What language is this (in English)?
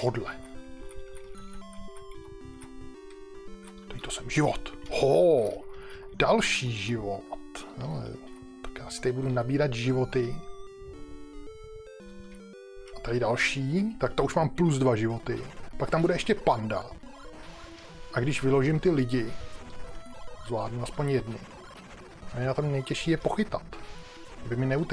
Czech